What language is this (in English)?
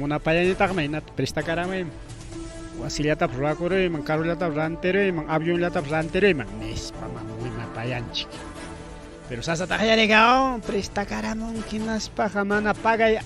Ayacucho Quechua